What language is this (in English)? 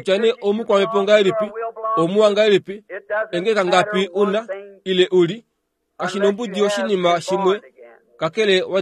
Kuanyama